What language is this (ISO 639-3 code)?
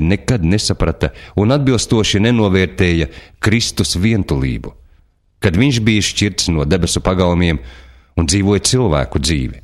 lav